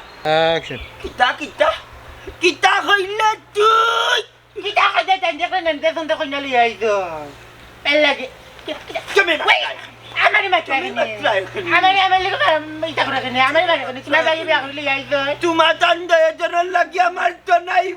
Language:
Sylheti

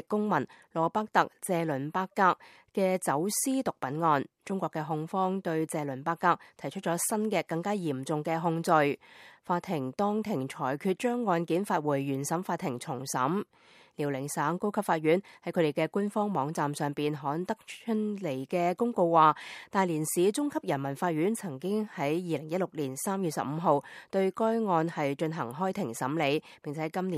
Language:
Cantonese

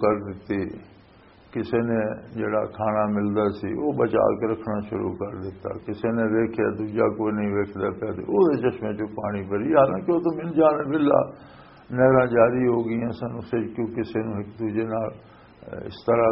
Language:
Western Panjabi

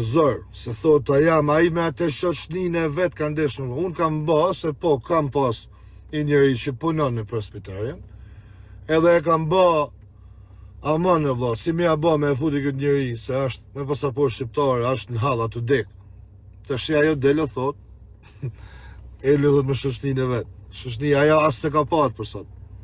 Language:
Albanian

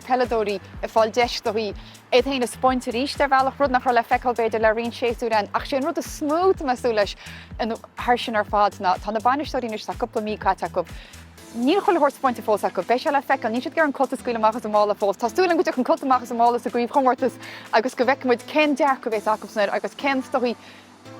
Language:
Irish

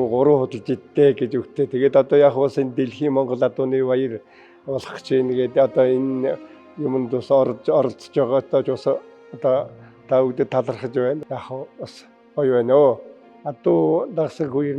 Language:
Mongolian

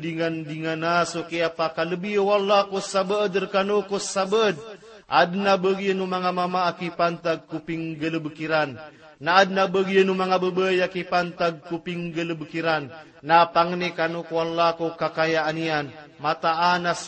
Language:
Maranao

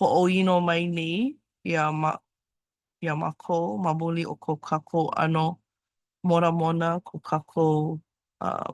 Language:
Hawaiian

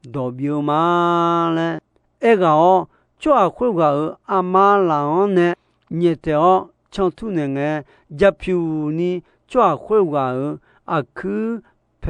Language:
Akha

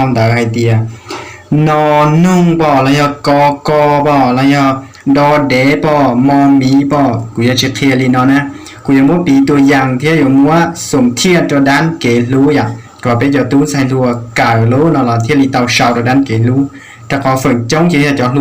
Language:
Hmong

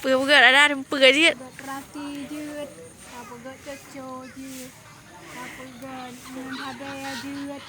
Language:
Achinese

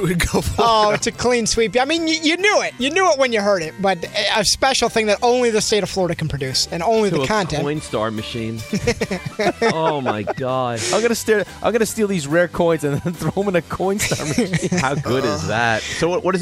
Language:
English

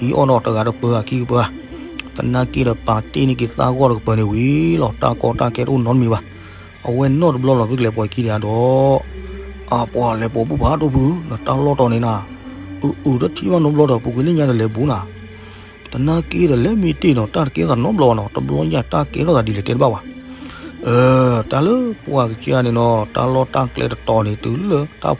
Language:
S'gaw Karen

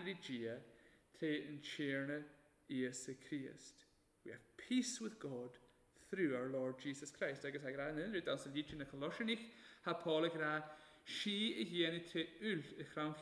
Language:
Welsh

